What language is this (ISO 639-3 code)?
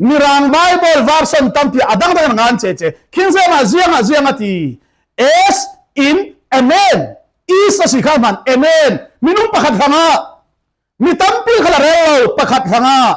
cfm